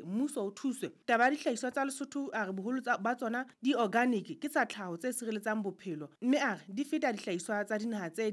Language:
Southern Sotho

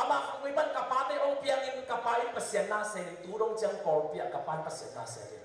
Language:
Tedim Chin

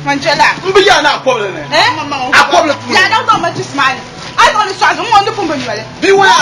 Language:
Dagbani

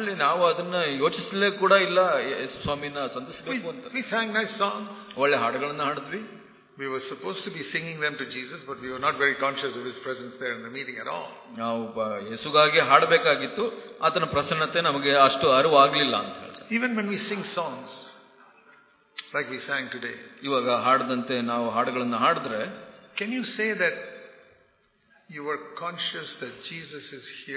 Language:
Kannada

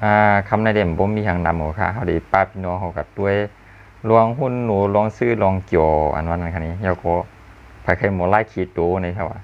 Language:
Shan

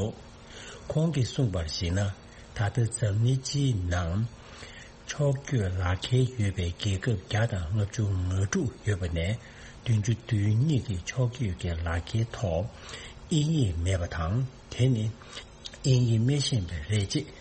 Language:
Tibetan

